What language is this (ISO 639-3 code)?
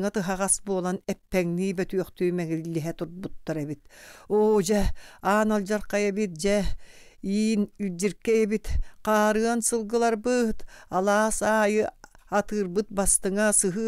sah